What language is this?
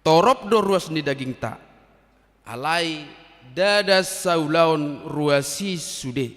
Batak Toba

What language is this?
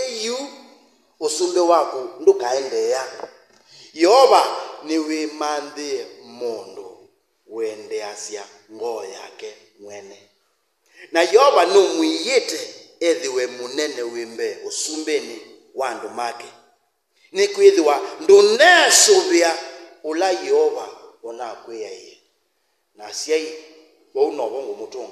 Kamba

